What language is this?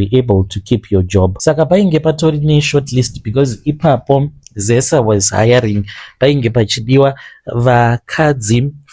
Shona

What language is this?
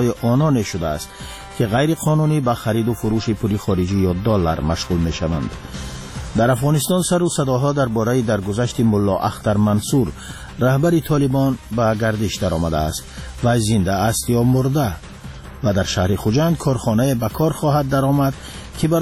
Persian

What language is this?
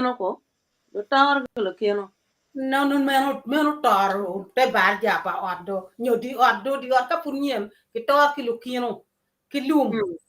Acoli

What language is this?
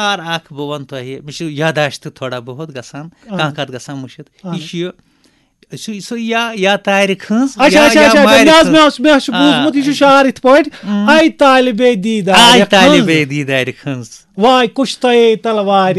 Kashmiri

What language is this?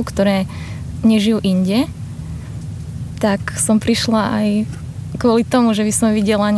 Slovak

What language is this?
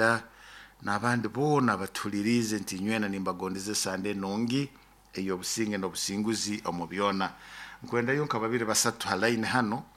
Nyoro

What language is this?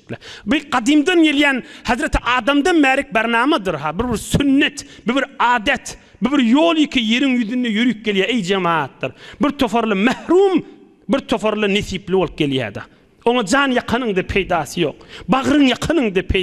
Turkmen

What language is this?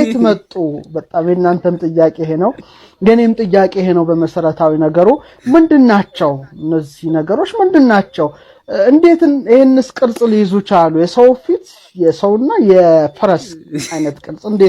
Amharic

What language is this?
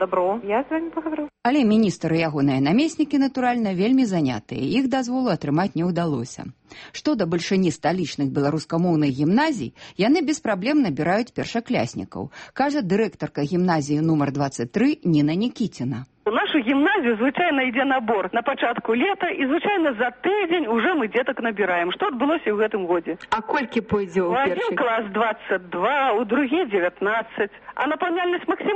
Belarusian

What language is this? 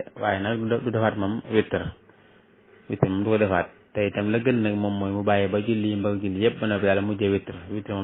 Wolof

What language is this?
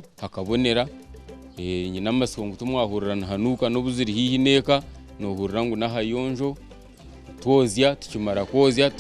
Nyankole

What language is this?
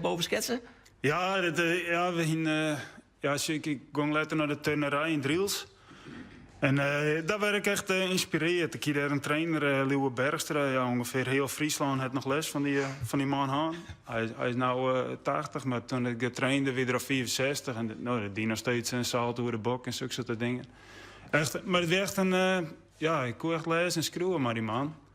Western Frisian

